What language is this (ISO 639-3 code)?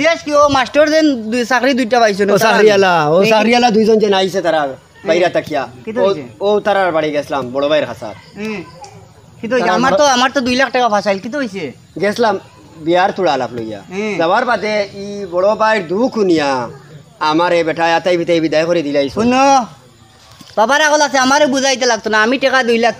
syl